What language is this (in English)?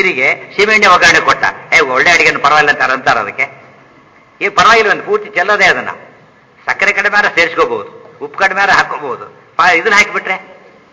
Kannada